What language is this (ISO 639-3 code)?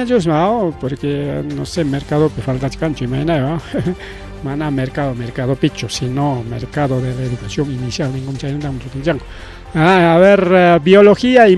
quy